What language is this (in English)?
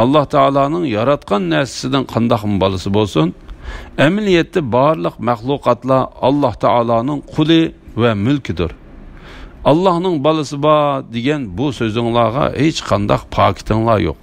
Uyghur